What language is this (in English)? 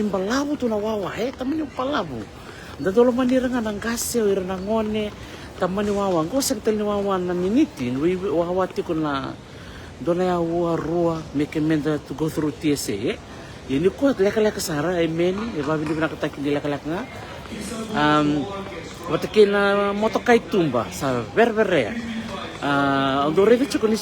Fijian